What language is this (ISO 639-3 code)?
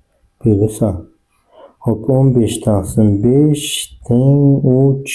uzb